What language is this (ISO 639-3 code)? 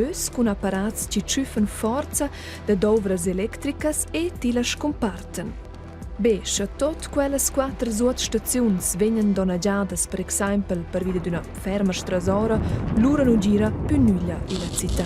roh